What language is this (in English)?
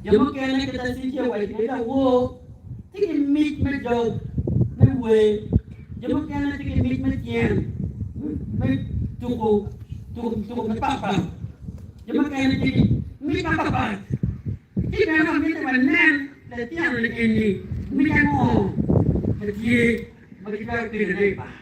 Acoli